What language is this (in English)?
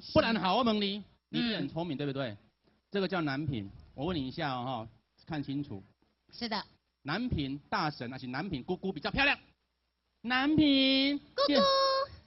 Min Nan Chinese